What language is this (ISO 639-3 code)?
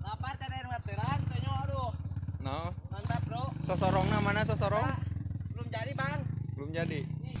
sun